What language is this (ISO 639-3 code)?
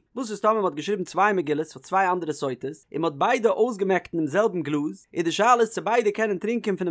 yid